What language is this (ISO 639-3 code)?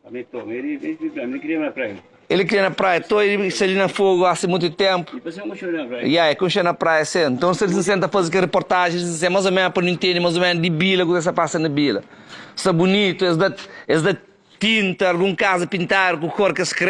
kea